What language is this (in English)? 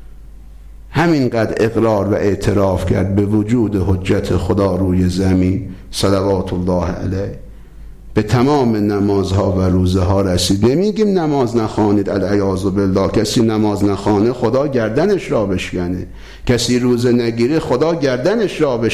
Persian